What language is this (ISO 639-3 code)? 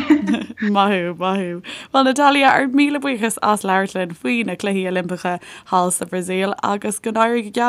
gle